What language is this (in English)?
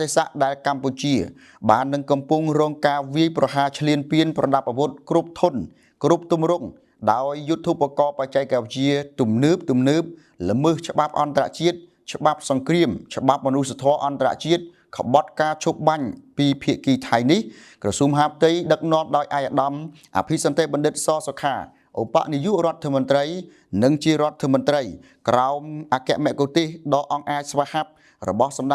Khmer